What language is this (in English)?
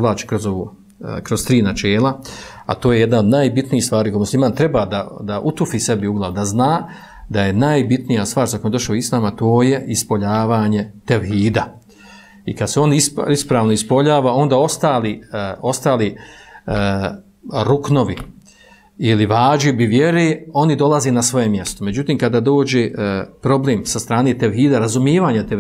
Bosnian